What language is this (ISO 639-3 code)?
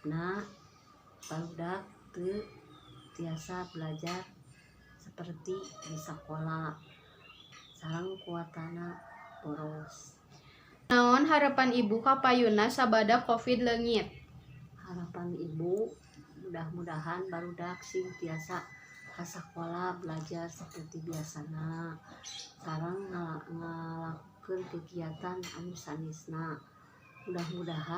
sun